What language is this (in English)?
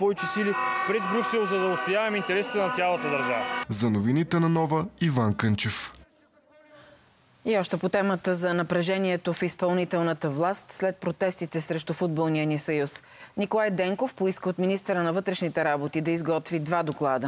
Bulgarian